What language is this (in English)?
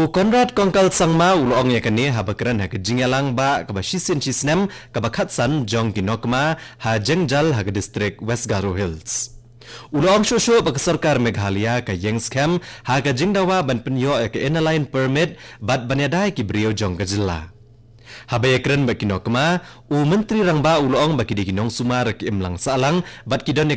Khasi